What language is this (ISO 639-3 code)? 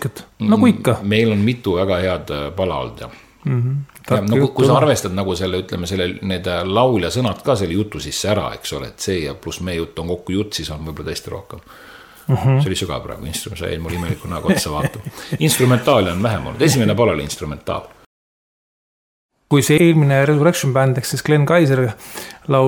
est